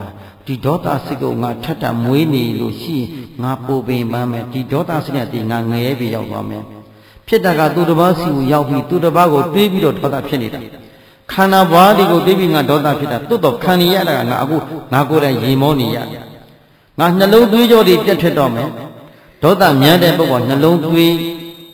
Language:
Burmese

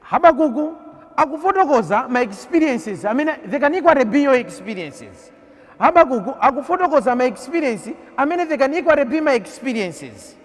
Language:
Nyanja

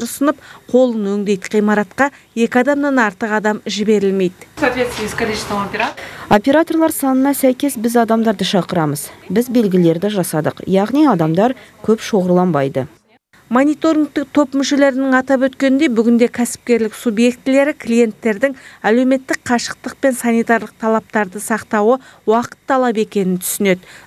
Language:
Kazakh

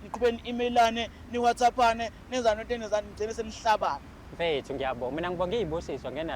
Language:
Zulu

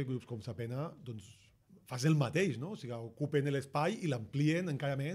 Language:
Catalan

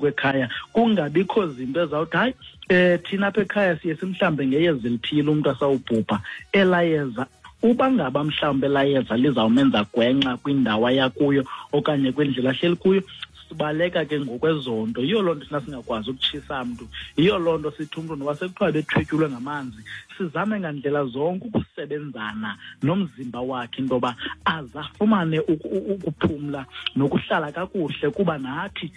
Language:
Xhosa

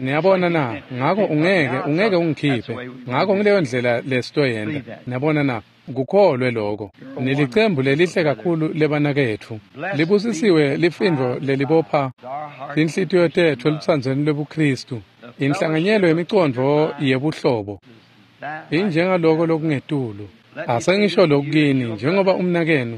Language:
Swati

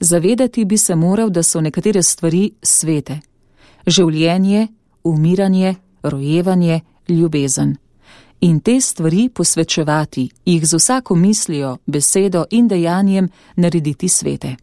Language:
Slovenian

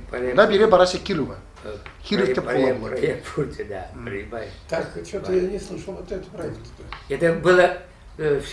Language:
Chuvash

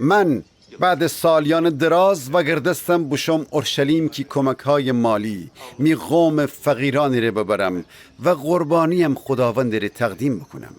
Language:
Gilaki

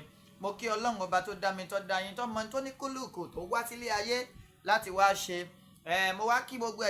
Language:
Yoruba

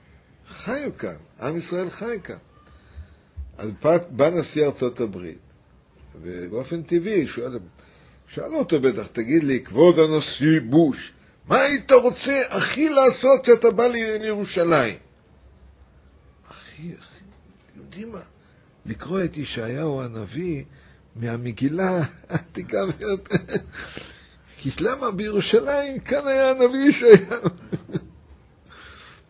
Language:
Hebrew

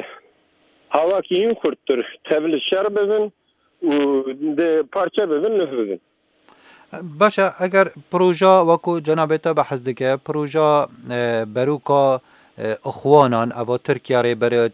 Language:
Kurdish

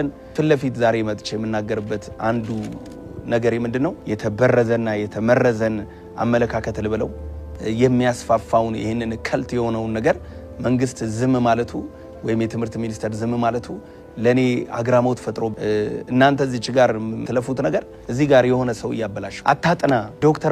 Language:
Amharic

